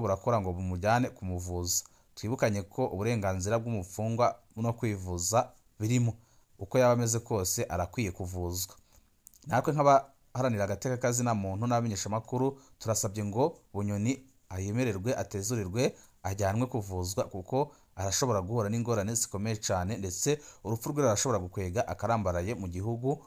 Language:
Rundi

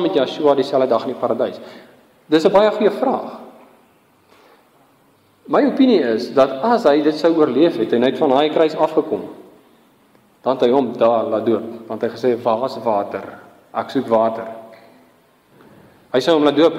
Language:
Afrikaans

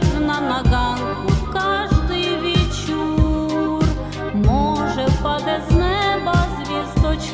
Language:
Rusyn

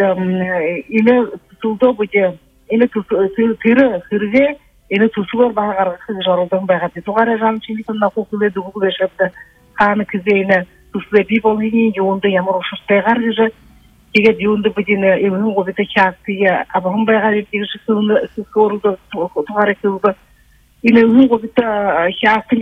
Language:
Buriat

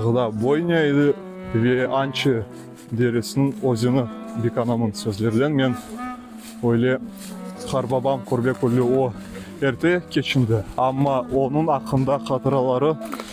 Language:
Crimean Tatar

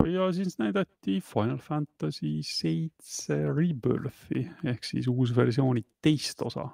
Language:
Estonian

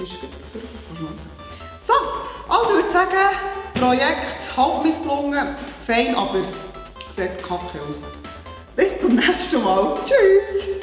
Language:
Swiss German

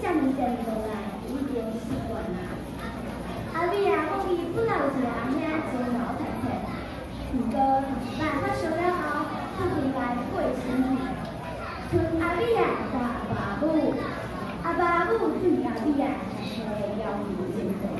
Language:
Min Nan Chinese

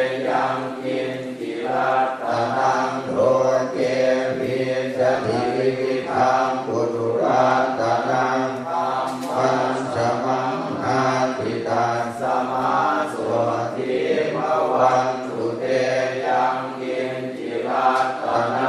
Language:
Pali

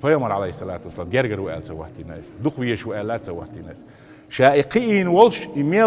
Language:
Chechen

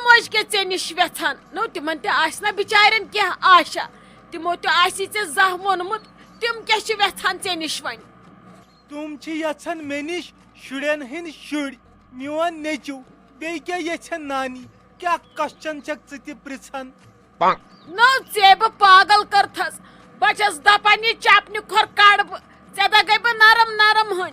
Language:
Kashmiri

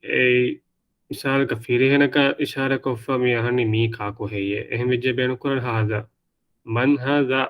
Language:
Divehi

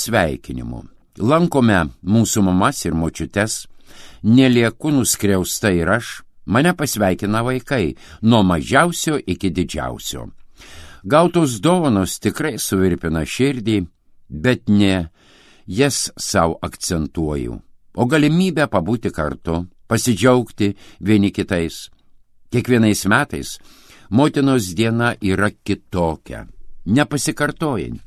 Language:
Lithuanian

